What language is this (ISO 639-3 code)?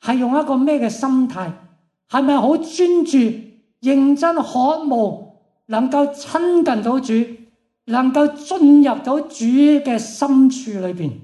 yue